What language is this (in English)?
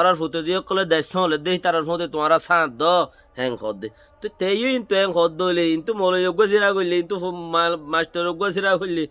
Rohingya